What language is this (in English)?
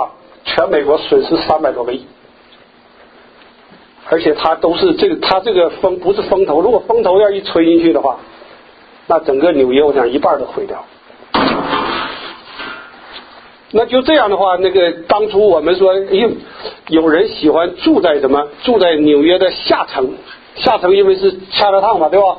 Chinese